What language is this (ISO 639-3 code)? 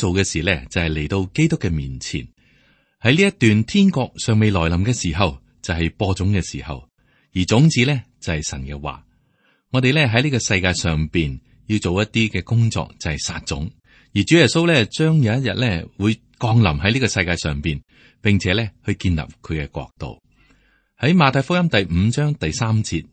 yue